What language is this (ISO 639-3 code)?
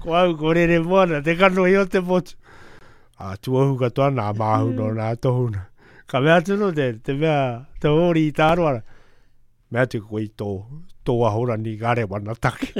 mri